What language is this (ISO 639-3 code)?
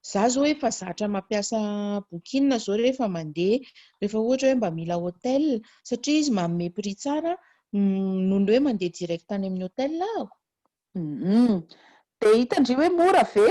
mlg